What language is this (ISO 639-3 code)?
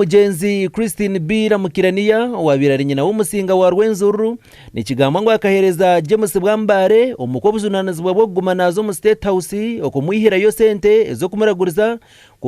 nyn